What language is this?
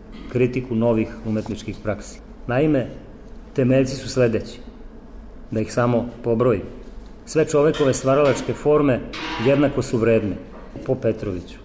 Serbian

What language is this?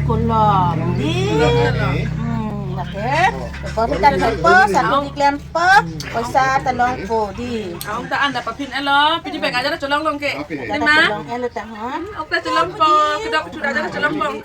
Karbi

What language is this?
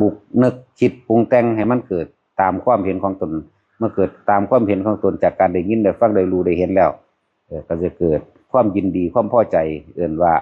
Northeastern Thai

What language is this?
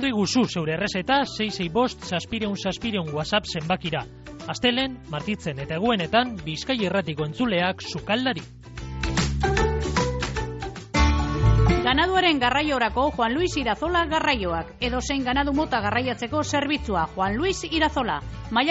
Basque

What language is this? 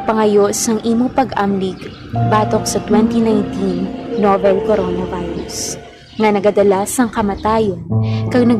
Hiligaynon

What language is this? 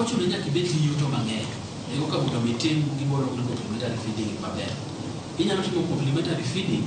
Luo (Kenya and Tanzania)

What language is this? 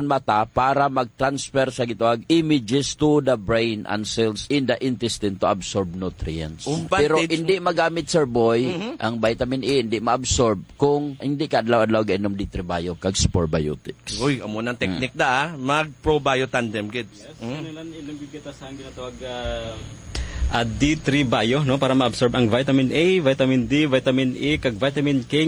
Hiligaynon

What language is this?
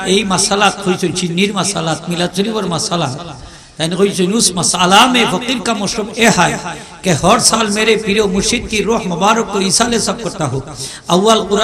Sylheti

